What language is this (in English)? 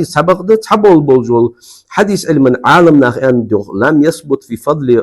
Ingush